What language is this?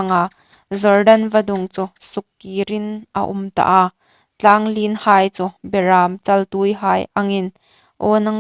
Hmar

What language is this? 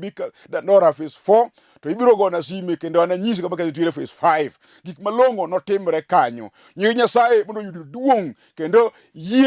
Luo (Kenya and Tanzania)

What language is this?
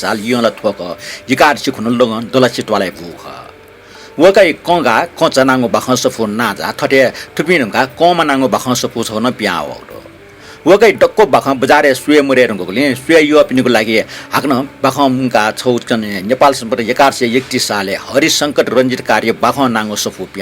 Newari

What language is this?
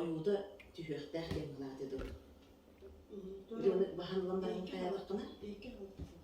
Yakut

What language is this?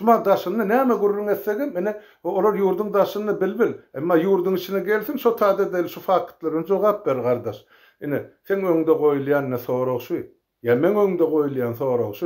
Turkmen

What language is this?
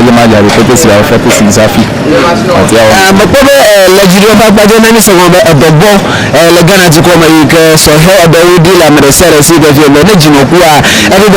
Ewe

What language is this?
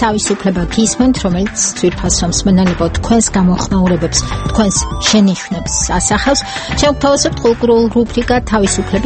Georgian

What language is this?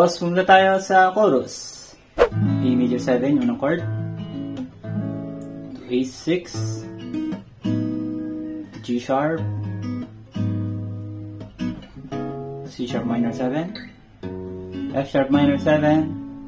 Filipino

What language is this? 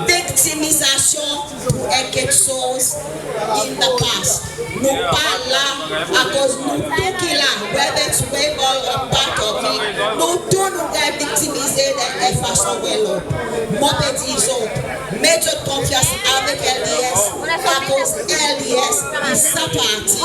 Seselwa Creole French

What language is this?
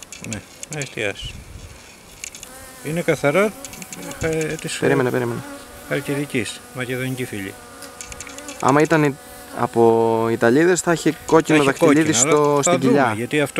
Greek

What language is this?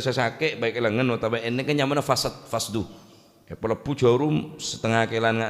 Madurese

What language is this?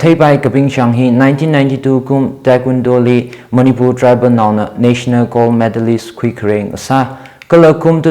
Tangkhul Naga (India)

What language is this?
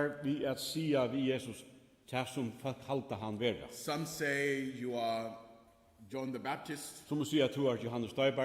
Faroese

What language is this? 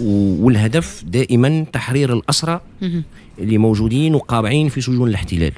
Tunisian Arabic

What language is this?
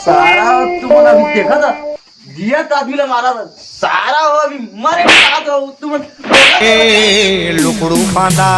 Chhattisgarhi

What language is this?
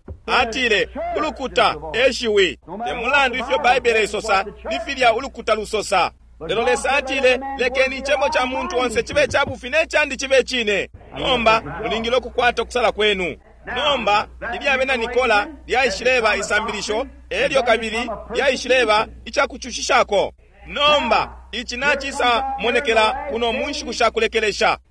Bemba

